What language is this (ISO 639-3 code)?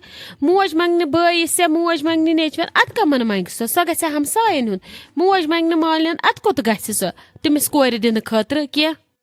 kas